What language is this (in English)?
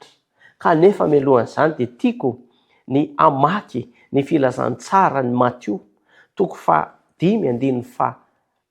Malagasy